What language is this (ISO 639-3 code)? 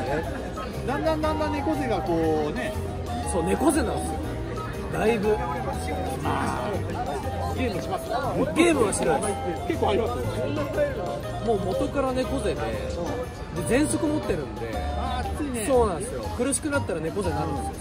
jpn